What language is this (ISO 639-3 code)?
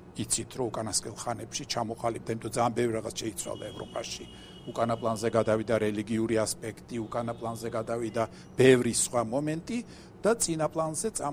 kat